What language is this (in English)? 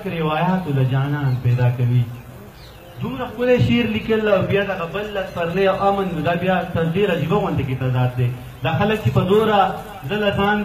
Pashto